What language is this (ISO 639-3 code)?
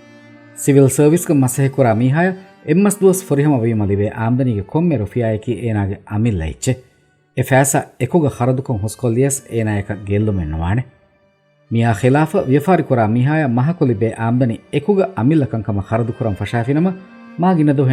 div